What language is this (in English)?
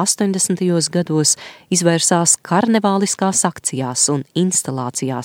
Latvian